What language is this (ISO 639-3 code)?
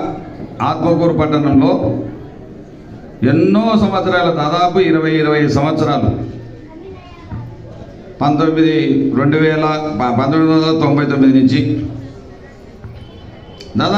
tel